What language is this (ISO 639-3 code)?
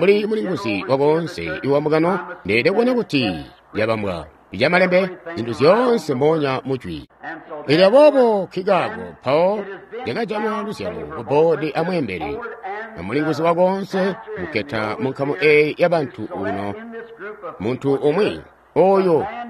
toi